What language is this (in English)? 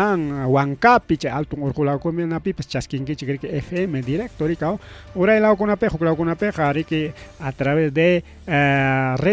Ayacucho Quechua